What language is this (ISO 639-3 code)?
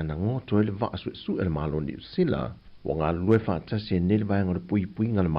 smo